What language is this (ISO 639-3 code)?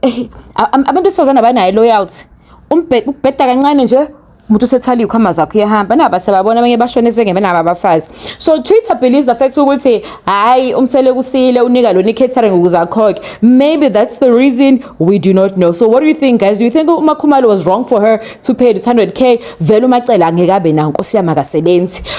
zul